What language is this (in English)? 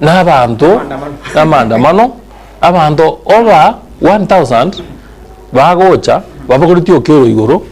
Gusii